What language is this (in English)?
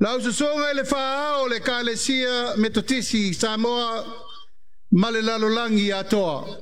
Samoan